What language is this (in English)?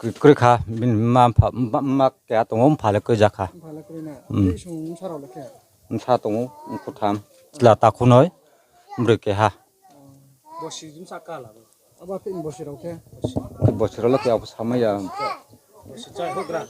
Riang (India)